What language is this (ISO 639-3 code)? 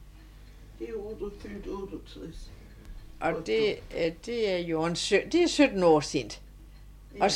dan